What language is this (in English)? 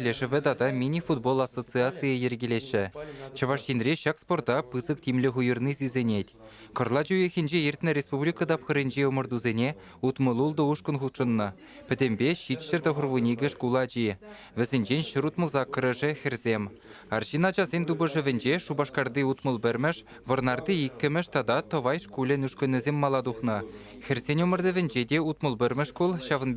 Chuvash